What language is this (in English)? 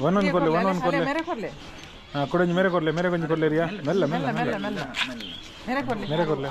Tulu